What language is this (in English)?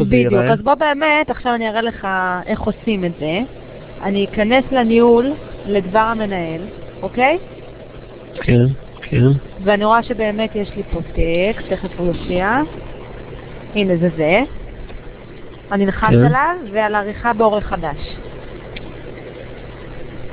Hebrew